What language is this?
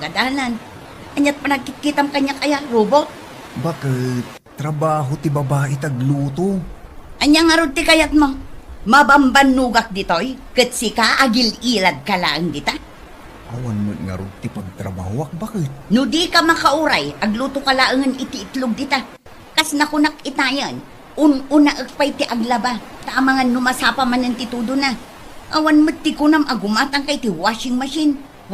Iloko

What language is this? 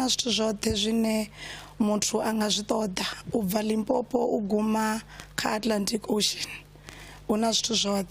Venda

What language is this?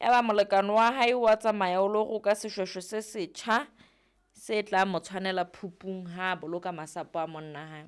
Southern Sotho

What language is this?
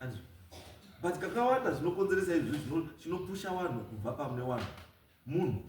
Shona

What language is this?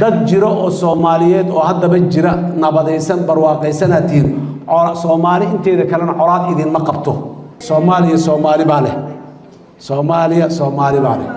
Somali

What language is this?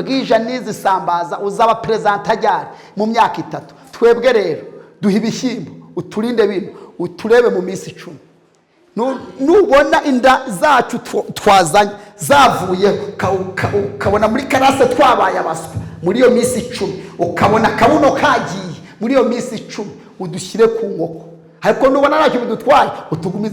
Kinyarwanda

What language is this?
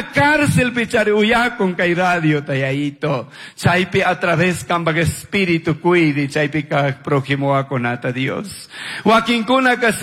Chimborazo Highland Quichua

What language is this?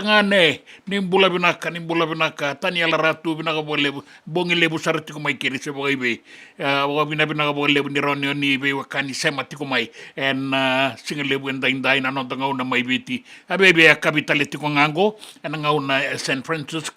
Fijian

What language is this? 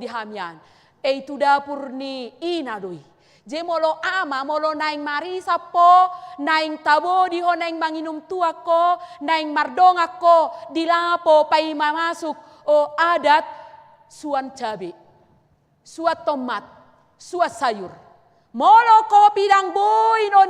Batak Toba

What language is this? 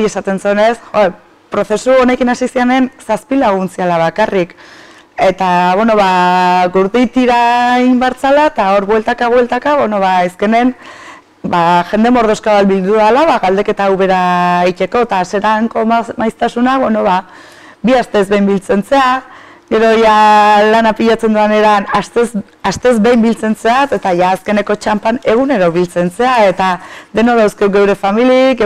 Basque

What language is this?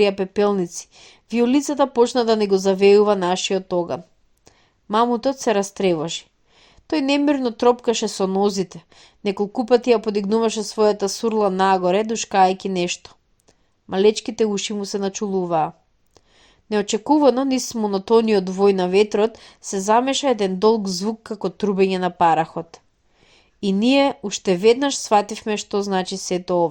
Macedonian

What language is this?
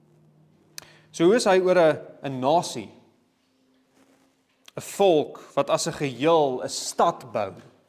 Afrikaans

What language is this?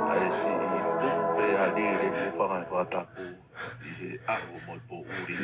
Tongan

